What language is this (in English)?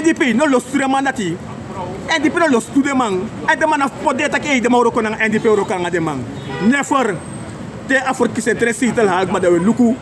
Sranan Tongo